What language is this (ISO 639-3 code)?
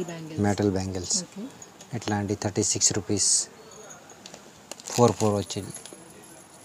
tel